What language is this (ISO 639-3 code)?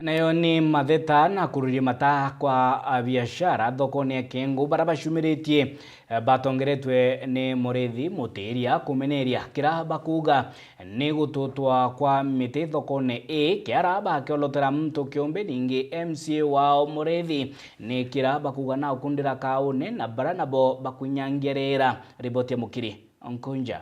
mer